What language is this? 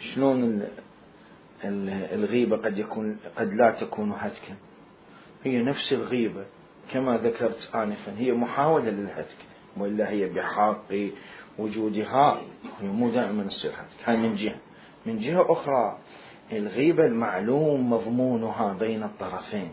Mesopotamian Arabic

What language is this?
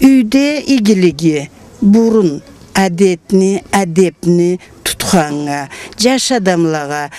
Karachay-Balkar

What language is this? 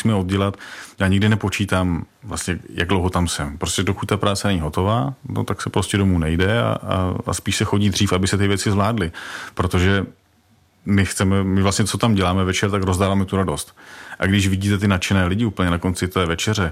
Czech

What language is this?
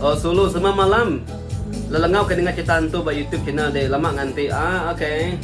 Iban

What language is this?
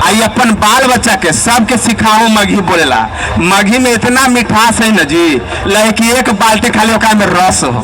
Magahi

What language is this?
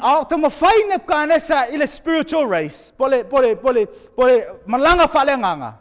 Samoan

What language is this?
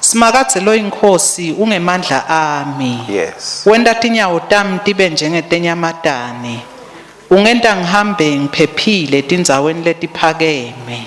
Swati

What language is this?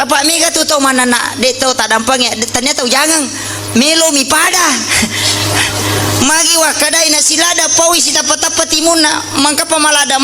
Buginese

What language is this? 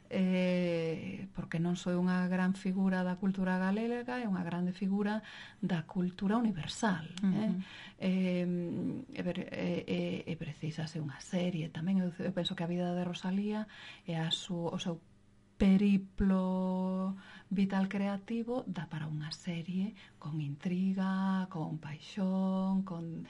Galician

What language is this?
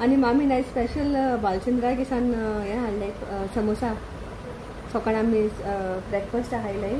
Konkani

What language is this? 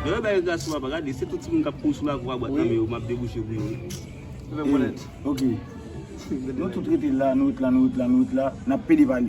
Haitian Creole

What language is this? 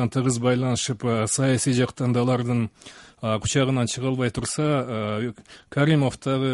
Kyrgyz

